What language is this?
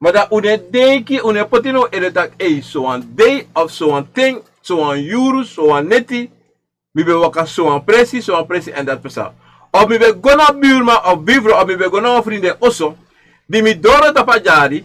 Sranan Tongo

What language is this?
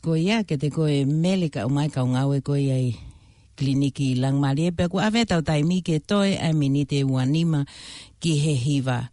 Tongan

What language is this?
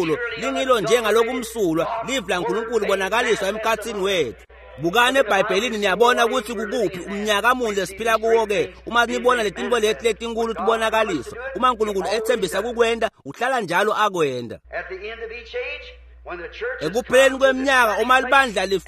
Swati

